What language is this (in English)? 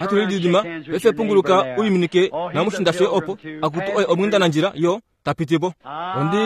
Kuanyama